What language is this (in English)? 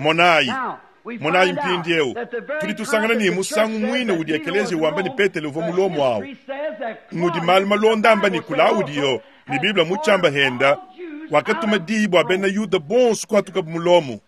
Luba-Lulua